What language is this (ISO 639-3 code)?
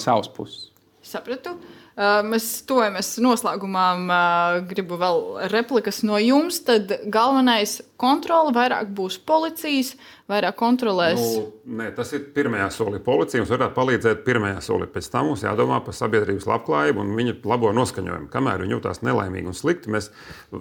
lav